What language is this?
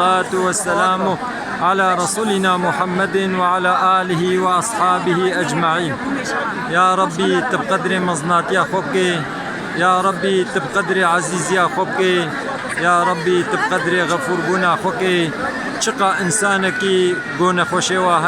Kurdish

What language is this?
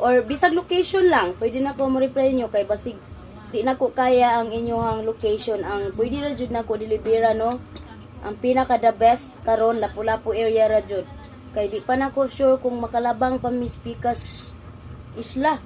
Cebuano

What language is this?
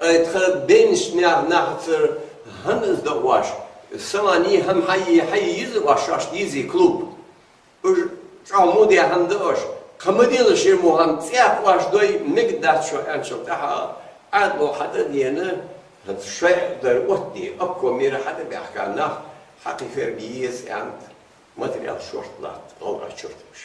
Ingush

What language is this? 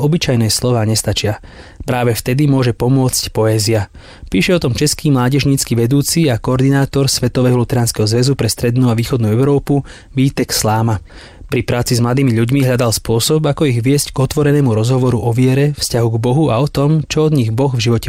Slovak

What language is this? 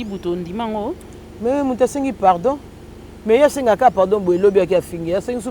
Lingala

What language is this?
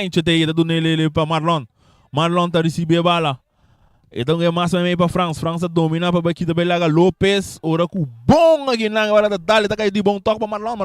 Papiamento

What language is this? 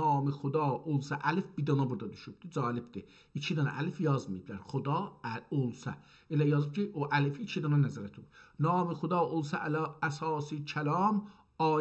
South Azerbaijani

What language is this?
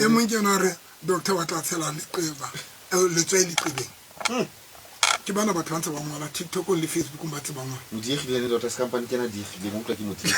Tswana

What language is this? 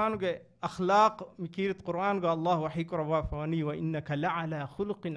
Divehi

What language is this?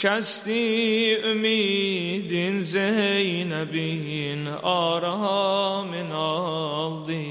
Azerbaijani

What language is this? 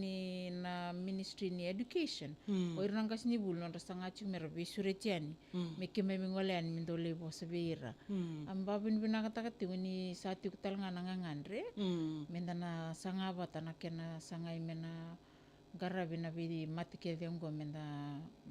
Fijian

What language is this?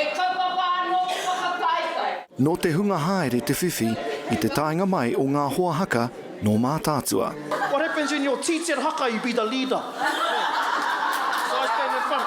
Māori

